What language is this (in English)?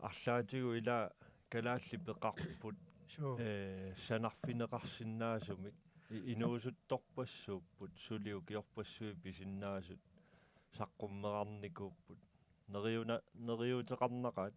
Kalaallisut